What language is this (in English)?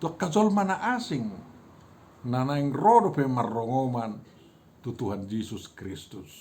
Batak Toba